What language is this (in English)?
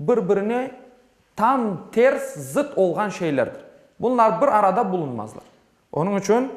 Crimean Tatar